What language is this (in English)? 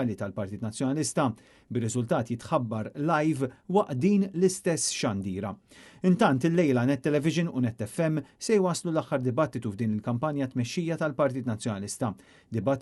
Maltese